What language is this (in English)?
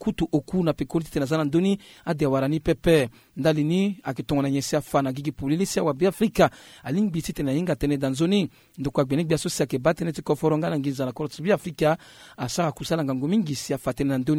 Sango